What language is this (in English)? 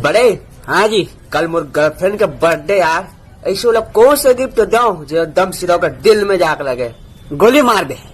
Chhattisgarhi